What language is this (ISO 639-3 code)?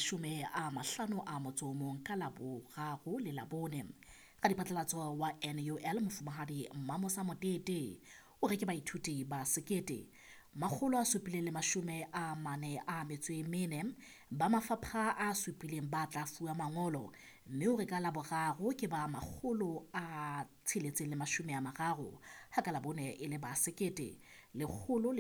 sot